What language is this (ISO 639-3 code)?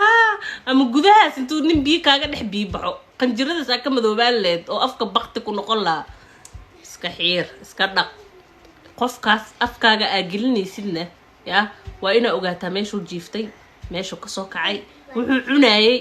som